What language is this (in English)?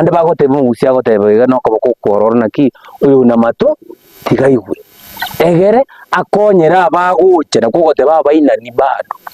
Gusii